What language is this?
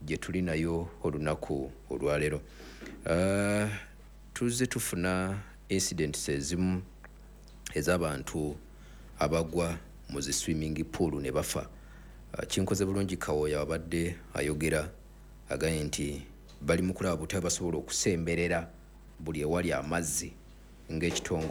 Ganda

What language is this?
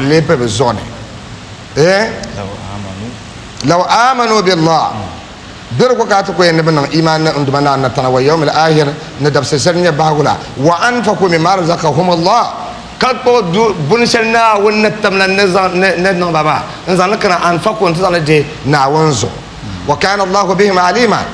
Dagbani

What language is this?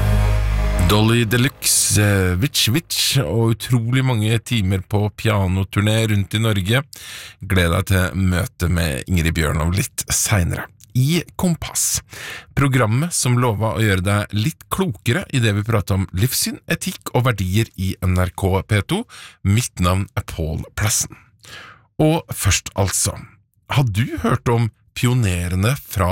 Norwegian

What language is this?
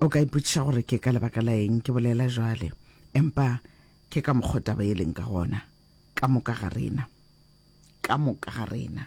Northern Sotho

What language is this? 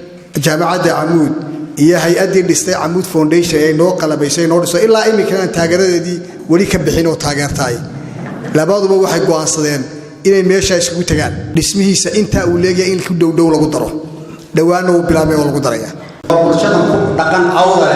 Somali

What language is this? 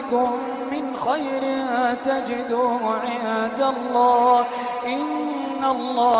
Iranun (Philippines)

